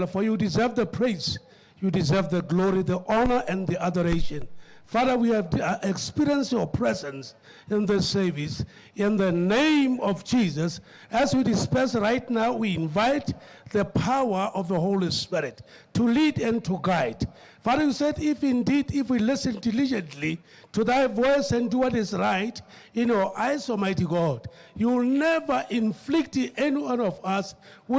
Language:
Tswana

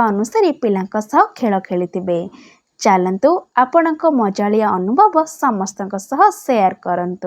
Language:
Odia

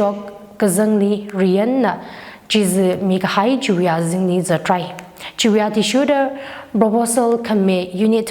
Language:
Tangkhul Naga (India)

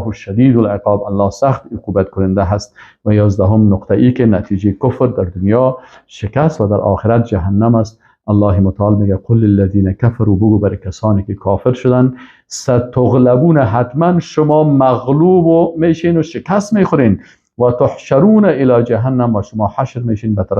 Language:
Persian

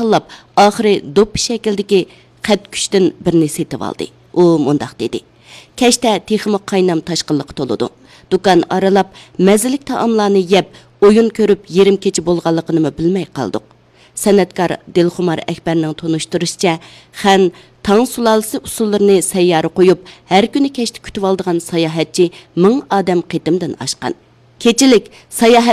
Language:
Uyghur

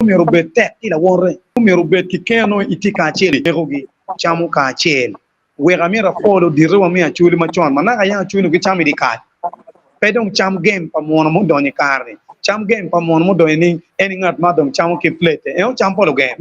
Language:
Acoli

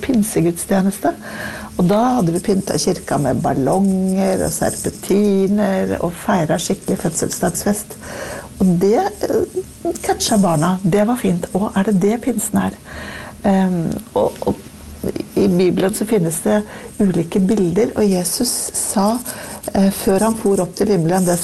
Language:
Norwegian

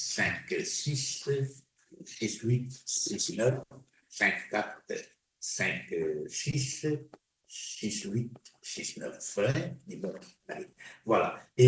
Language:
Morisyen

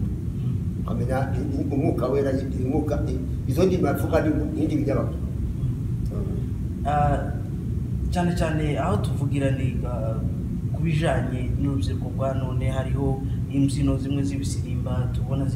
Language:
Kinyarwanda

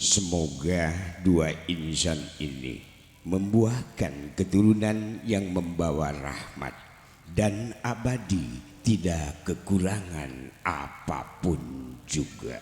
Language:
Sundanese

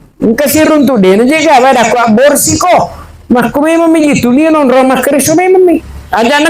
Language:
Buginese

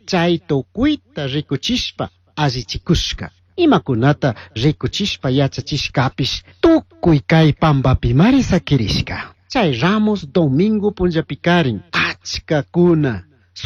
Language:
Chimborazo Highland Quichua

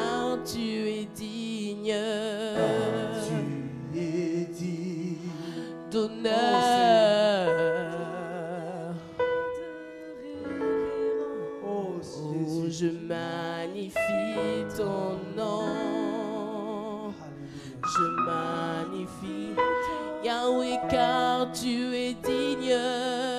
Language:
French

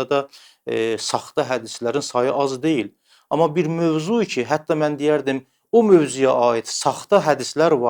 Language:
Azerbaijani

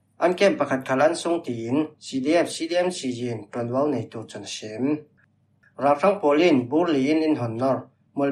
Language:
Falam Chin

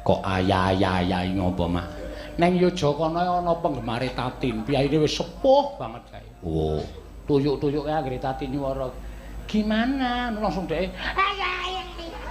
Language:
Javanese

